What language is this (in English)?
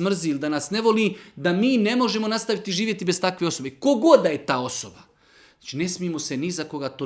Bosnian